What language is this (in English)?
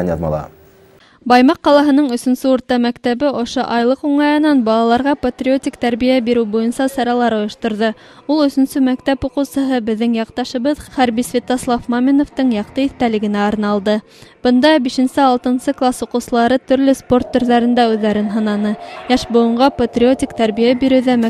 Bashkir